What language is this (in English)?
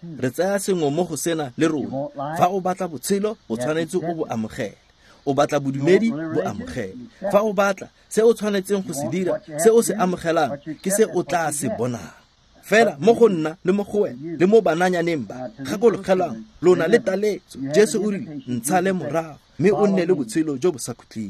Tswana